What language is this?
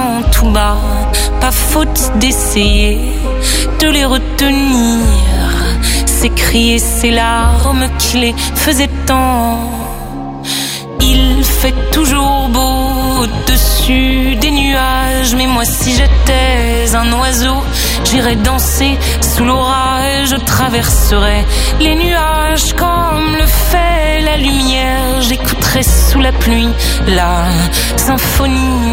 French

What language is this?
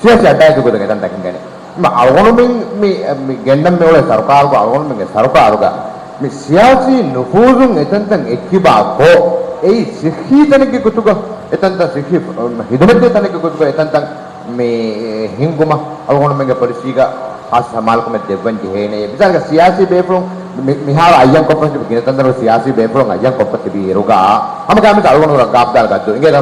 Divehi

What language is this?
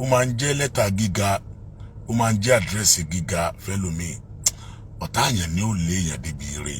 Yoruba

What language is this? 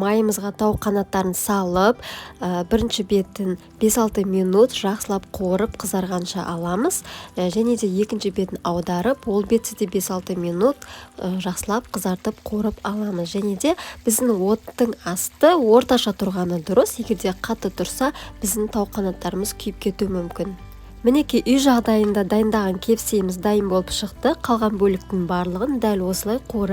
Kazakh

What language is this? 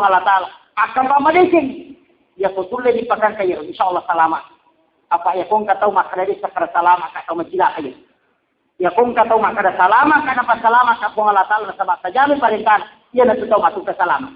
Buginese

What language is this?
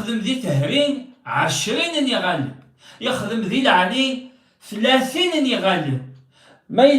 Kabyle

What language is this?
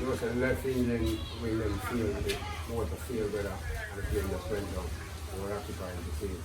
Jamaican Creole English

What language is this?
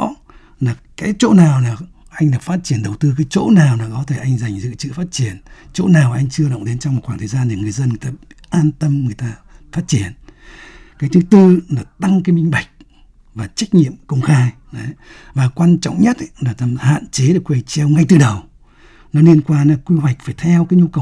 Vietnamese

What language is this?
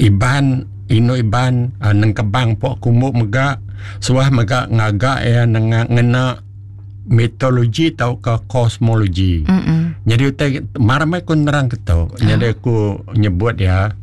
Iban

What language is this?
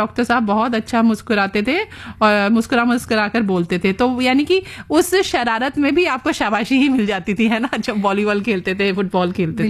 Hindi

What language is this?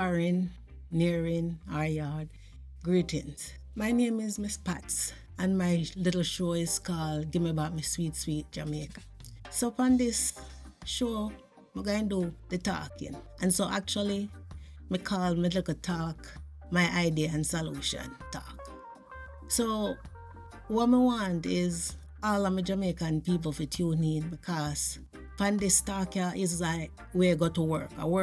Jamaican Creole English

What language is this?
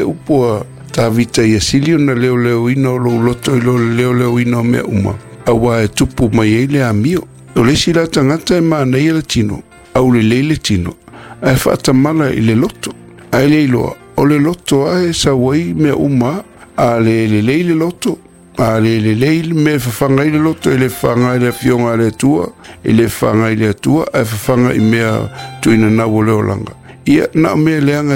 Samoan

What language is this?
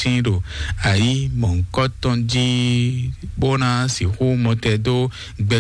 Fon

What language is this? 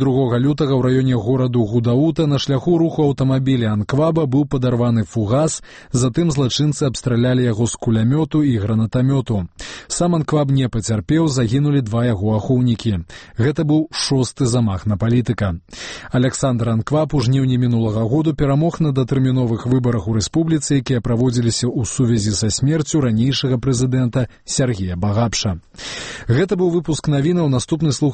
Belarusian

